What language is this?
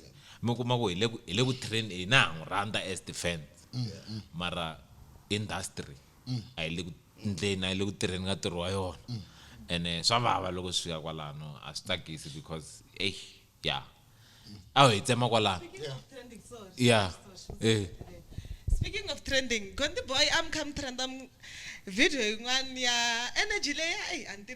Tsonga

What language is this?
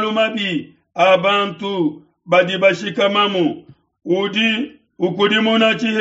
Luba-Lulua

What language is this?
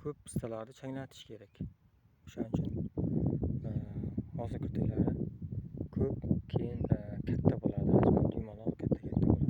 Uzbek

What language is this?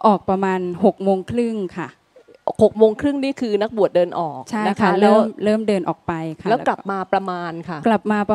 Thai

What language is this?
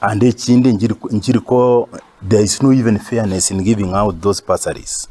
Gusii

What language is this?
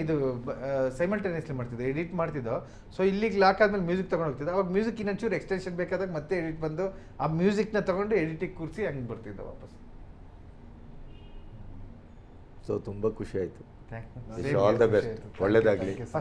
Kannada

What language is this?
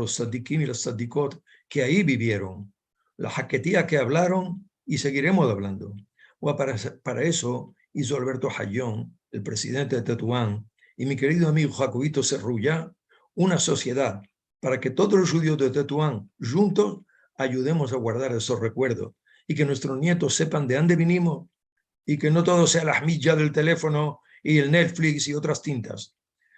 Ladino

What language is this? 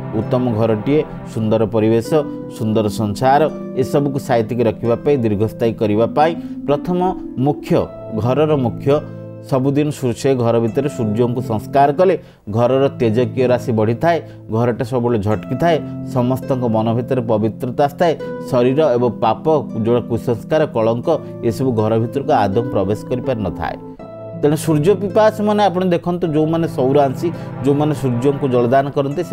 Odia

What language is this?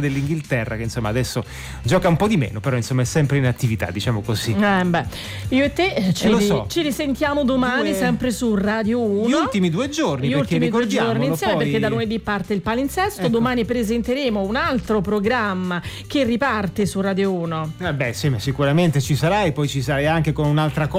Italian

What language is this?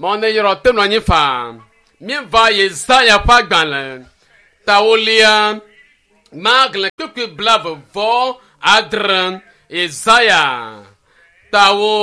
Ewe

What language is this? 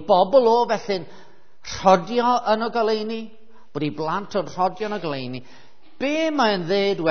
Welsh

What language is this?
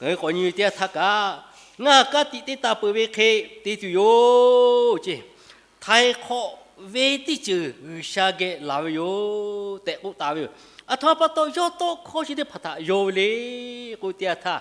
Lahu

